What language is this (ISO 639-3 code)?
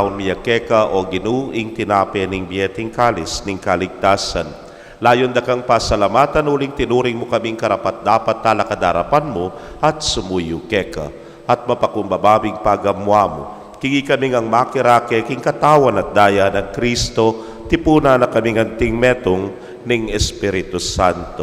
pam